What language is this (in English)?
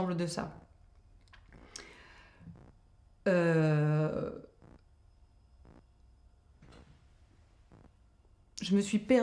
French